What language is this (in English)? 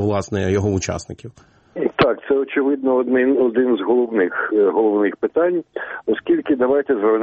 Ukrainian